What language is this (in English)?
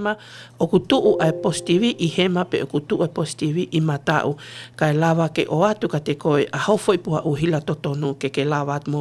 Tongan